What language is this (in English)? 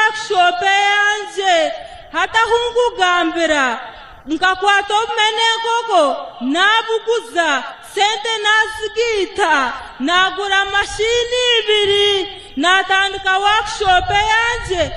Nyankole